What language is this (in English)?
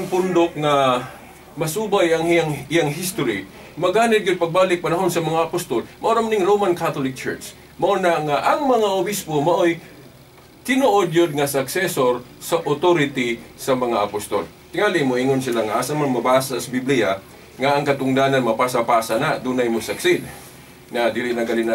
Cebuano